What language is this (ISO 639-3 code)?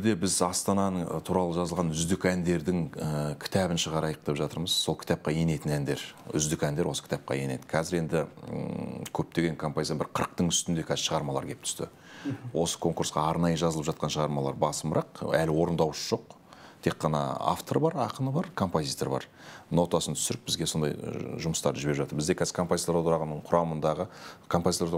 kaz